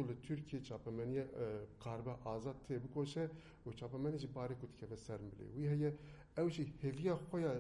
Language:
Kurdish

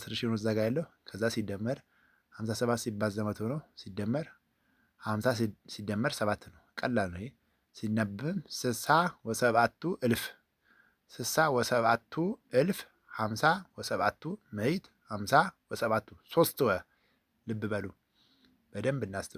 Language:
Amharic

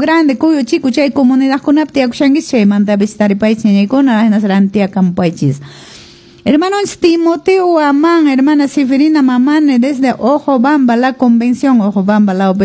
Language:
Quechua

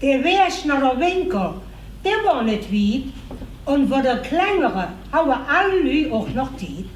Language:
Limburgish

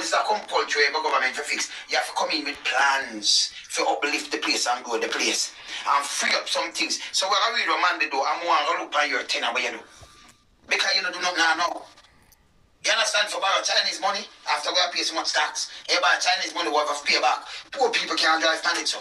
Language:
Jamaican Creole English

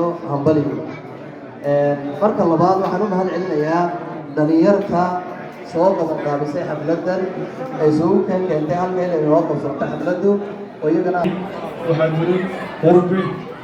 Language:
Somali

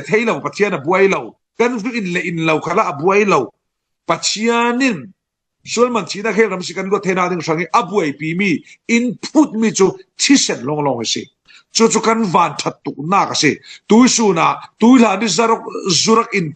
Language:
Falam Chin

